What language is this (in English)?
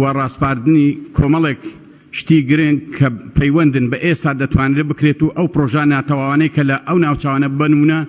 Central Kurdish